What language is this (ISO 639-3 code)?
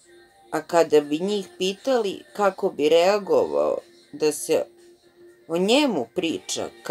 srp